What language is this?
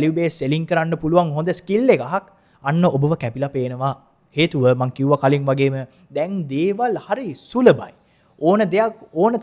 Sinhala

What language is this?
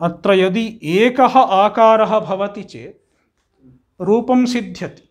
Sanskrit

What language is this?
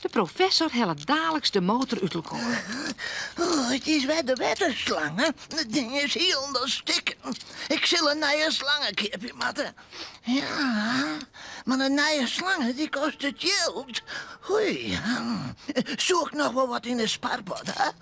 Western Frisian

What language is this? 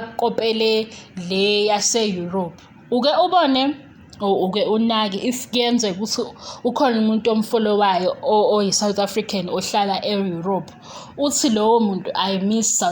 Zulu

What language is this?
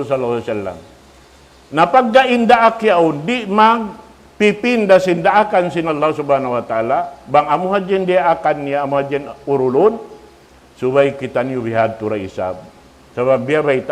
Tausug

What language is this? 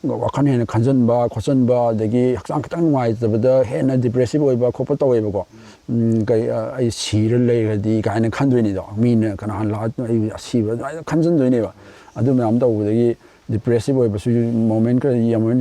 Manipuri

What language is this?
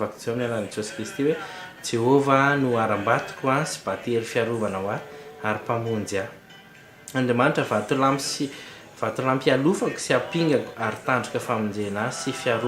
Malagasy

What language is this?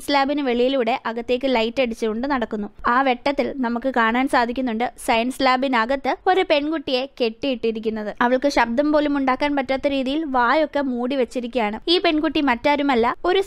Malayalam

